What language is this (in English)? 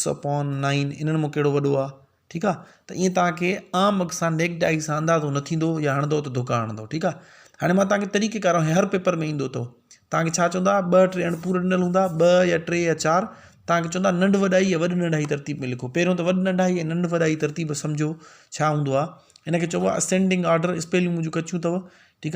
Sindhi